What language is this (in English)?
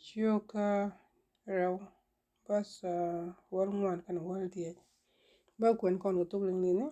Nuer